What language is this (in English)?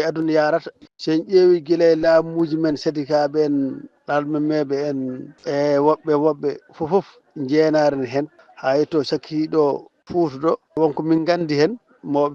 Fula